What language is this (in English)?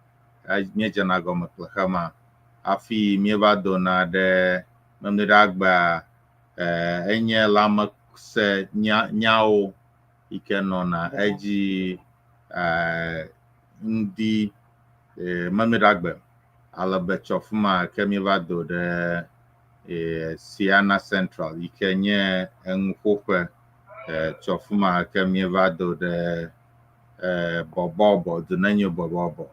Ewe